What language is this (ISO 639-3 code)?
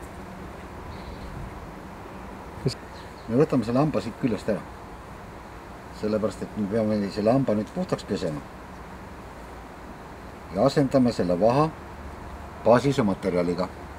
est